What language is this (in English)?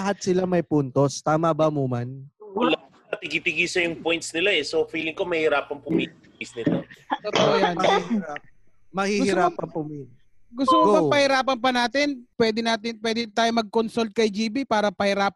Filipino